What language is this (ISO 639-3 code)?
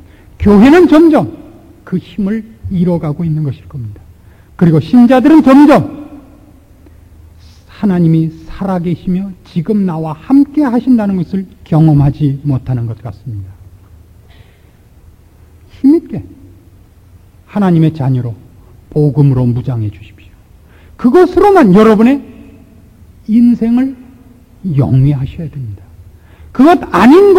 kor